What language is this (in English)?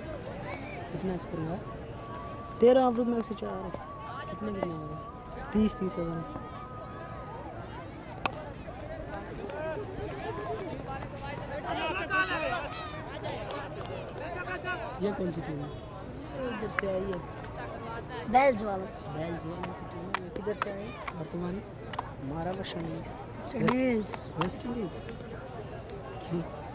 Hindi